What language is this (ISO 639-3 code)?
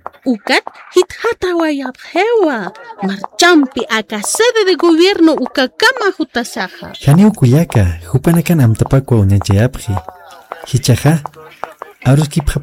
aym